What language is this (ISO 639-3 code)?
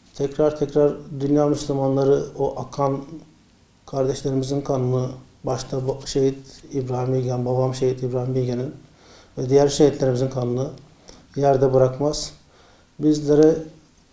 tur